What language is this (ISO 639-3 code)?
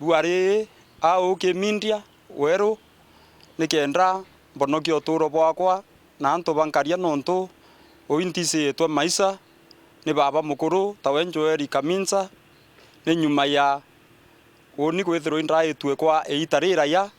mer